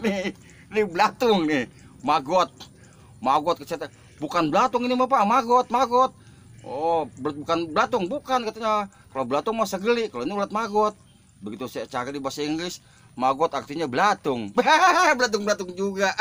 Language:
Betawi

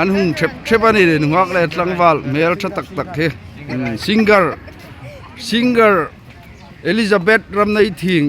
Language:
Hmar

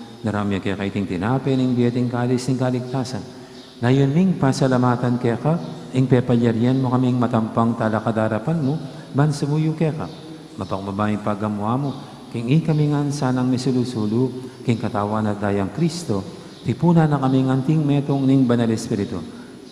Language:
Pampanga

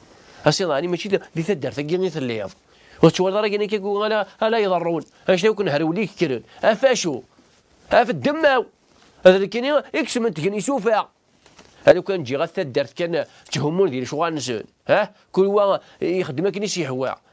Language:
Kabyle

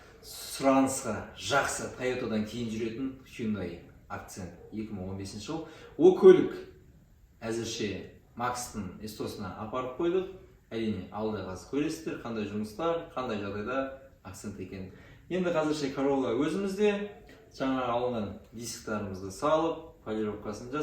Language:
Kazakh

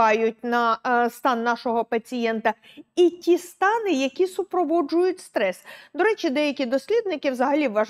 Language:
Ukrainian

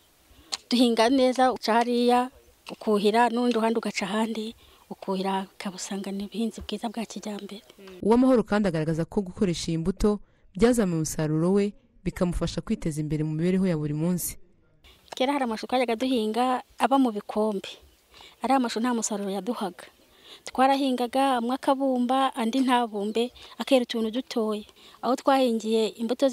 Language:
Kinyarwanda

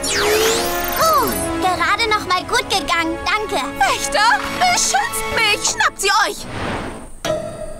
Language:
German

